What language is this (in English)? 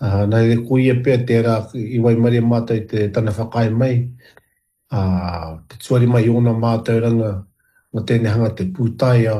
Māori